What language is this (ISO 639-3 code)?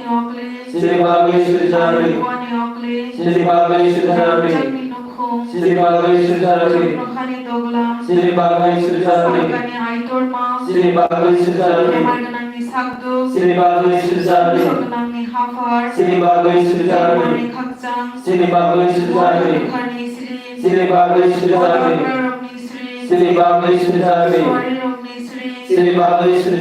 trp